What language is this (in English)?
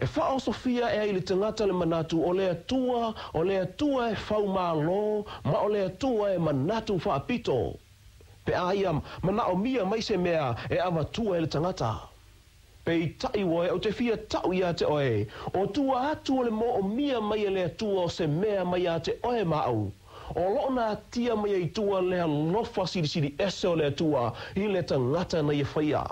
Samoan